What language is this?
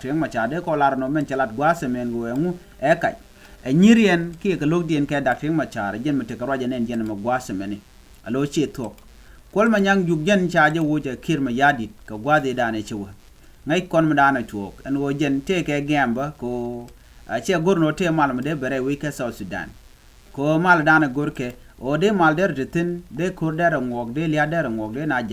Nuer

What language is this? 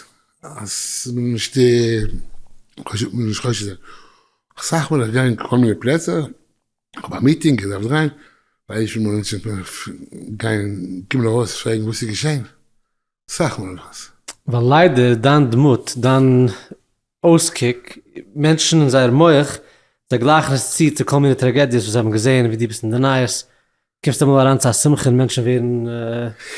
Yiddish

